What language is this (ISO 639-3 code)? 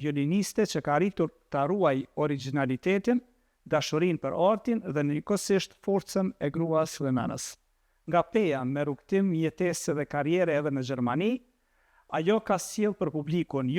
sqi